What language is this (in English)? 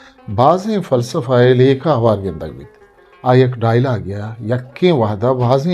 Eastern Balochi